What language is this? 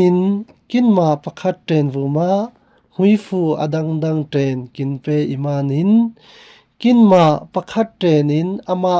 Falam Chin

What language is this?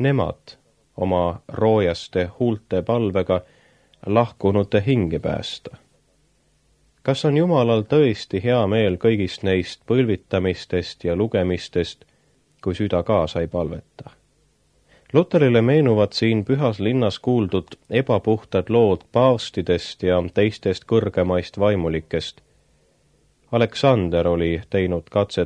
Estonian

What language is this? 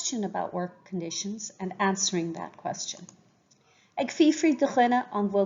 Irish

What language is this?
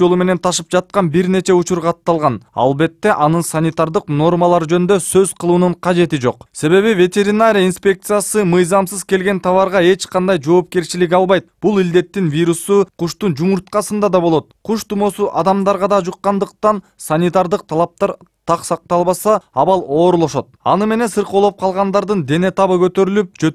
Kyrgyz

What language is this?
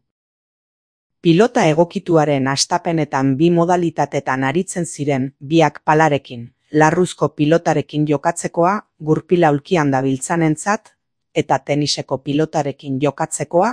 Basque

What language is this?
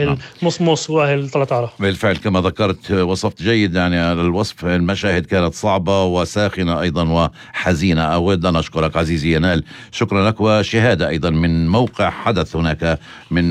North Levantine Arabic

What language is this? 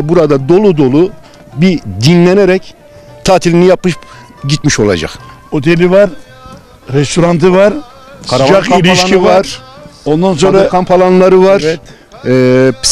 Turkish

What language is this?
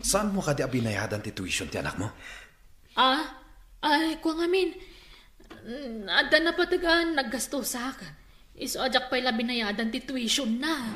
Iloko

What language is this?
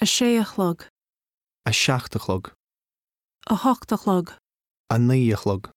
Irish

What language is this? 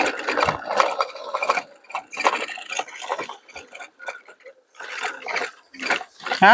Northeastern Thai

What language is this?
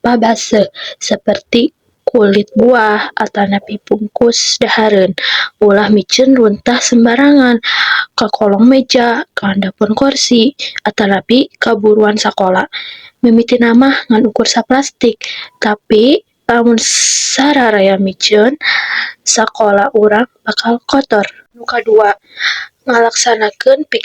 Sundanese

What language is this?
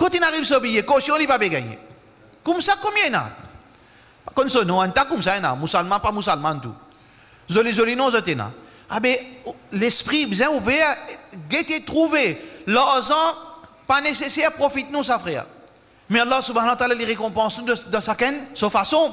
Morisyen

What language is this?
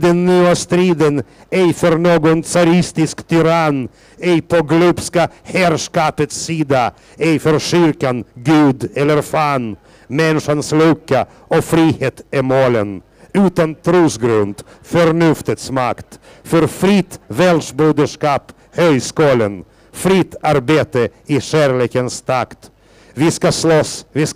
Swedish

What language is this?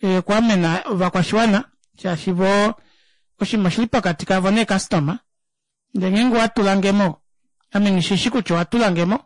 Kuanyama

